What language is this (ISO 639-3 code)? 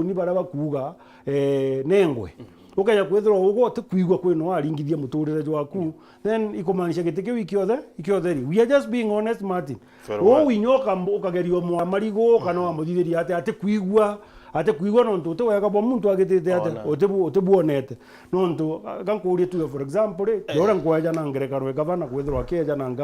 mer